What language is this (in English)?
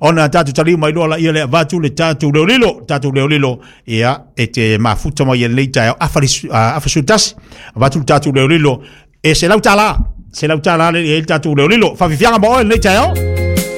Samoan